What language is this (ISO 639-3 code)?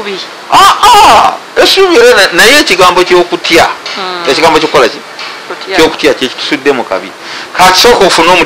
lug